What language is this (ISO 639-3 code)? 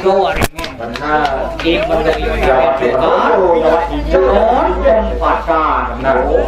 ban